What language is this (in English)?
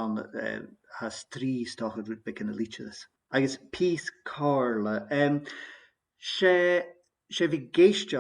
Scottish Gaelic